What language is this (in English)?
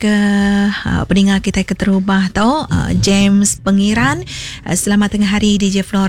Iban